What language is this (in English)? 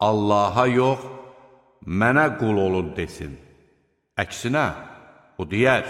Azerbaijani